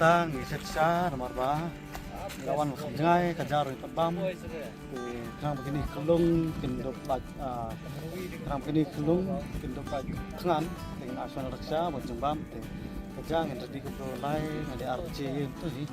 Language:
Khasi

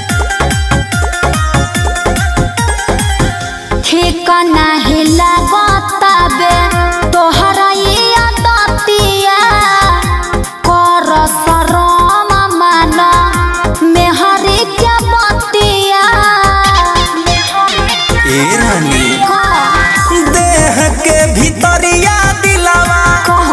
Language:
Bhojpuri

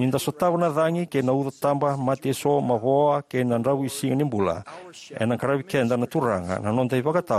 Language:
Fijian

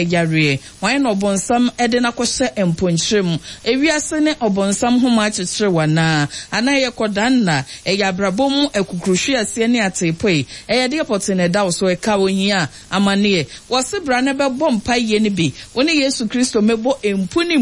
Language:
Akan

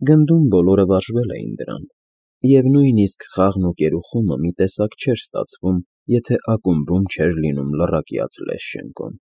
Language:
Armenian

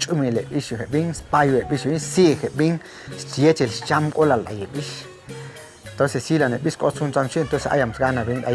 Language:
Chuj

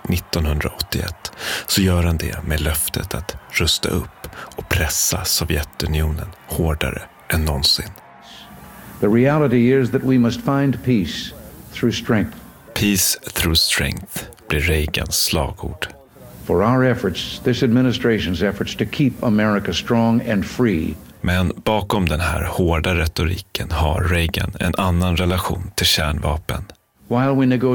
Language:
Swedish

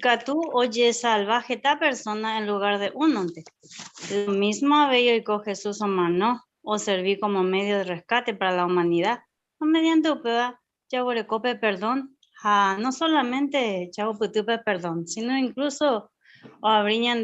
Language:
Guarani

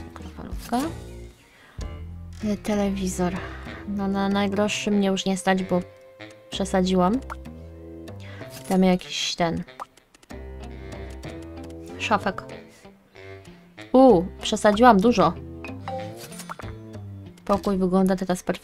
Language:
Polish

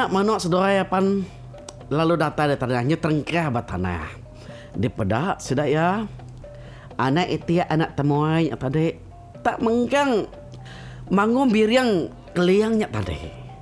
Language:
Iban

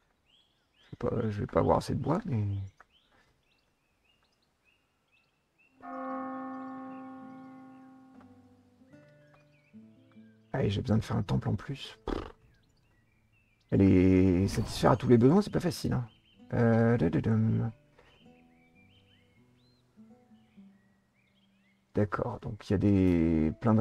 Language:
French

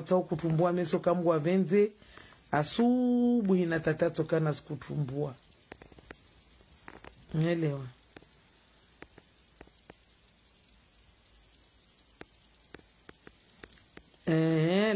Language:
Swahili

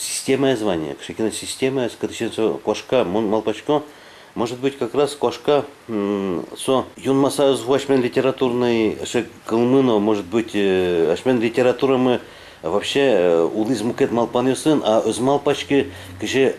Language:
Udmurt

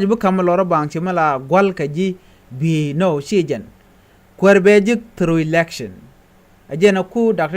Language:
Nuer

